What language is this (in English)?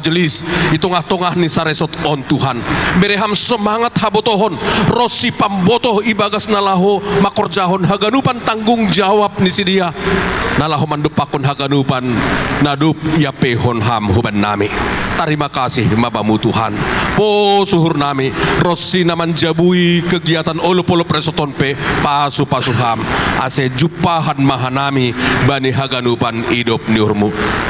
Batak Simalungun